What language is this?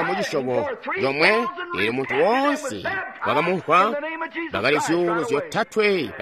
Tonga (Zambia)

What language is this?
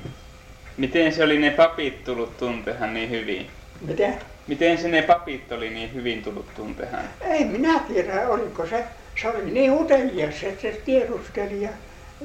Finnish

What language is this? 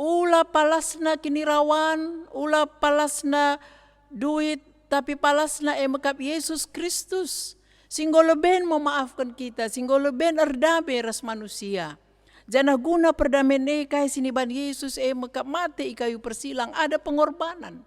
Batak Karo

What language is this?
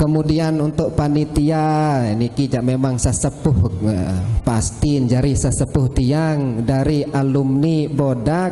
Sasak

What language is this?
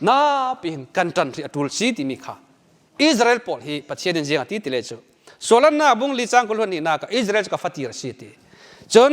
Falam Chin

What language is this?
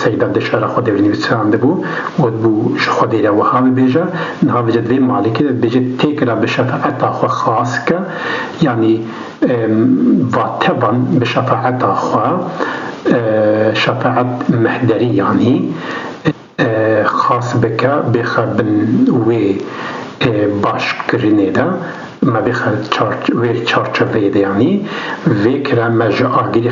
Kurdish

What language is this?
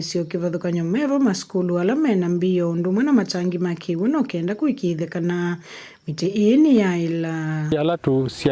Kamba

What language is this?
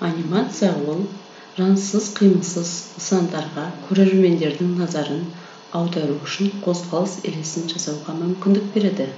Kazakh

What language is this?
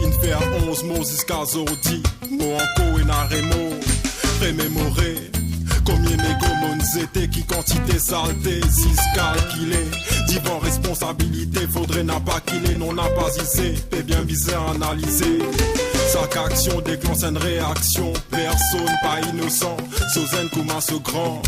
Morisyen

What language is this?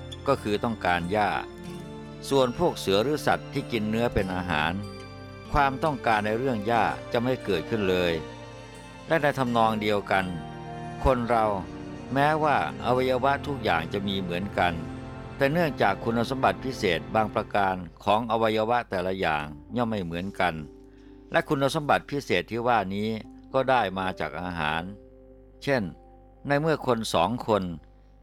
Thai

